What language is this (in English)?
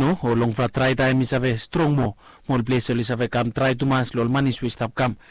Bislama